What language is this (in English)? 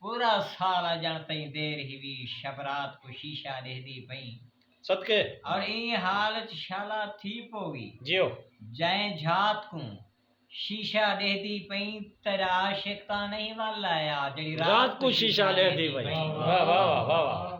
Saraiki